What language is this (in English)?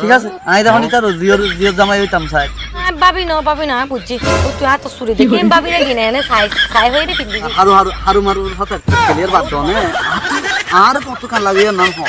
Rohingya